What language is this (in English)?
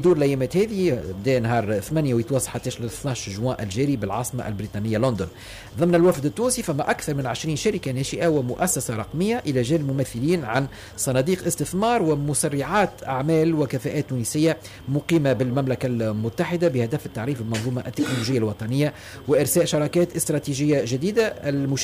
Tunisian Arabic